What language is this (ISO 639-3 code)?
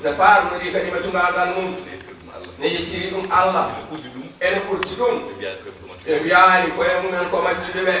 ful